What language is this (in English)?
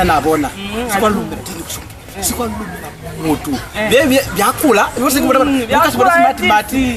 Lozi